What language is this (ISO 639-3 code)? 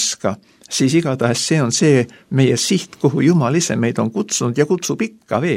est